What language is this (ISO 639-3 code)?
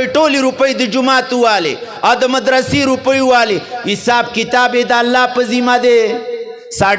pus